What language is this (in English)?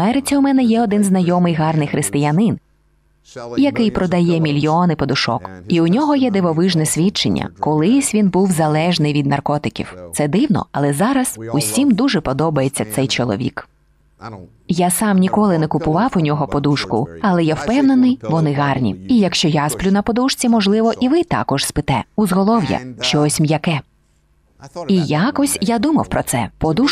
Ukrainian